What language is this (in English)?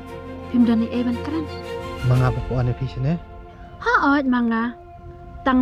Khasi